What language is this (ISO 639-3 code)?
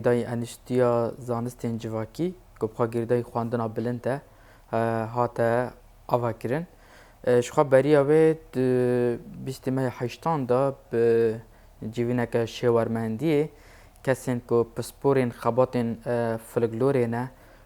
kur